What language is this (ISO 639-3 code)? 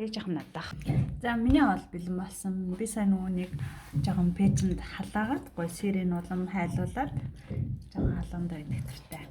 mon